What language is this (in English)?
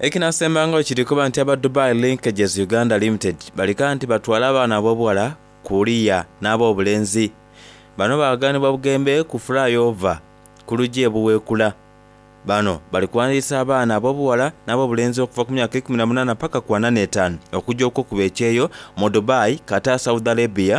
Soga